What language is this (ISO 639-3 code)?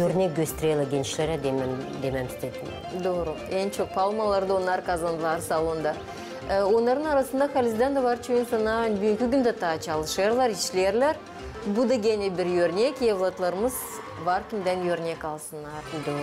gag